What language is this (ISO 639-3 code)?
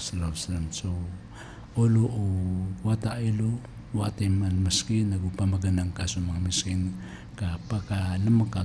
mrw